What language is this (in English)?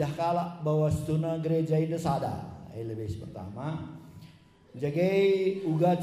Batak Karo